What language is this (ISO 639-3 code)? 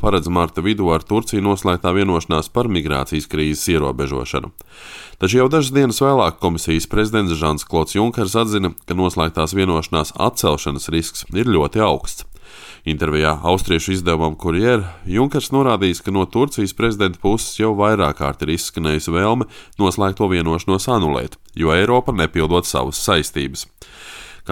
lav